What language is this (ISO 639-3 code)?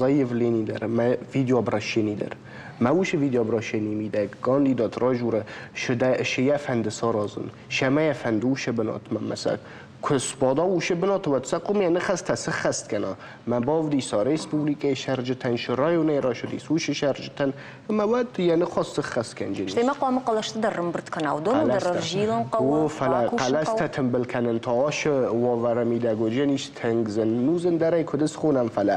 oss